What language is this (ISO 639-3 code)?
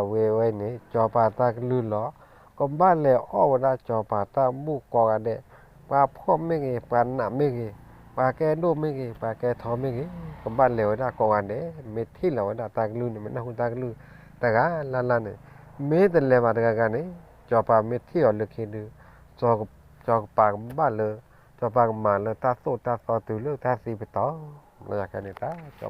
ksw